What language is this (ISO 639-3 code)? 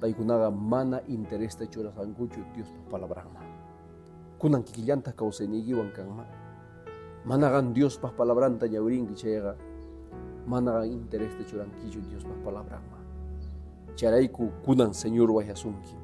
que